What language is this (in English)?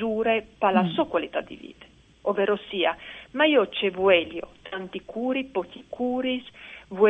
Friulian